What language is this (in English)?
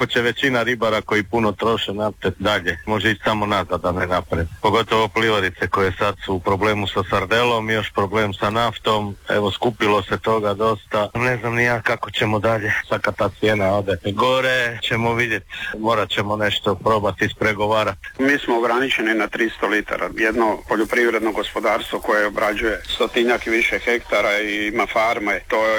Croatian